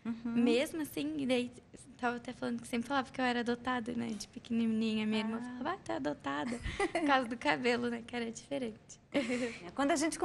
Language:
Portuguese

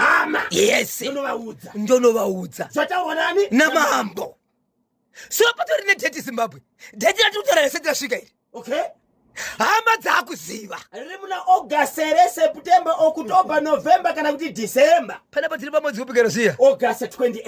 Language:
Shona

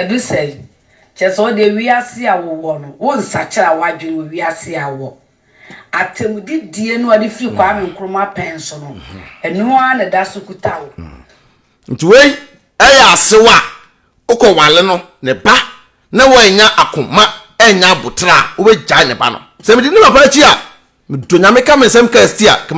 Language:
Akan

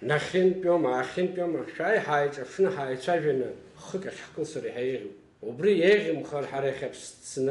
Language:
Abkhazian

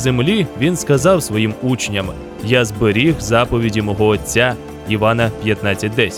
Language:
Ukrainian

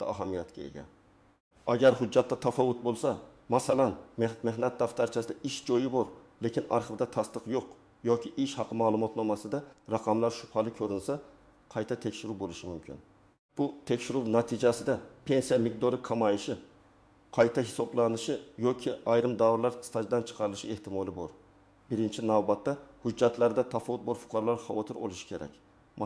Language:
Uzbek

